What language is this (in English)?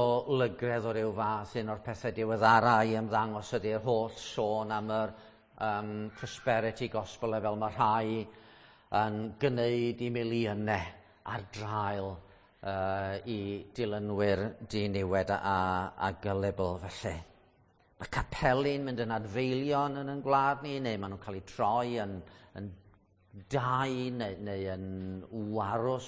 Welsh